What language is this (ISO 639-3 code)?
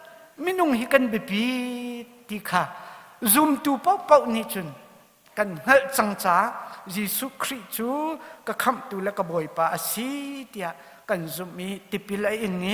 cnh